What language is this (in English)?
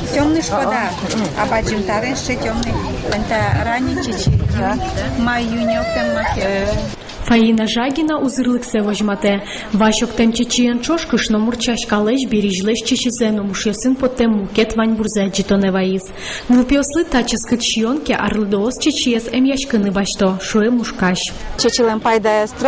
Udmurt